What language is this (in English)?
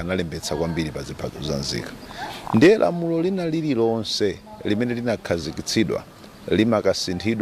Nyanja